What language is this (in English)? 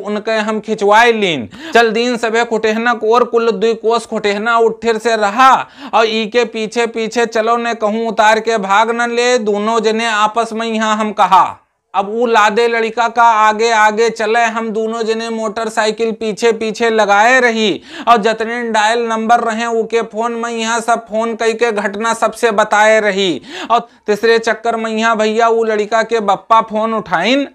Awadhi